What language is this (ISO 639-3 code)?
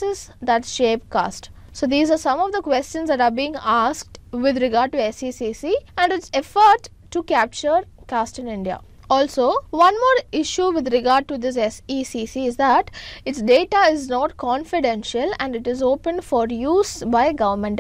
eng